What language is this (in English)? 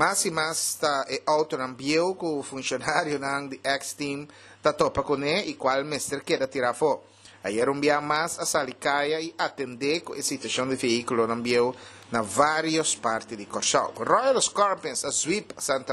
Papiamento